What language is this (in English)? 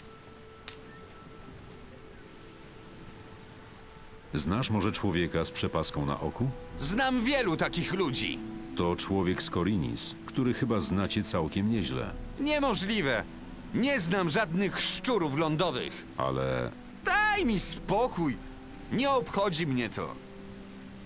Polish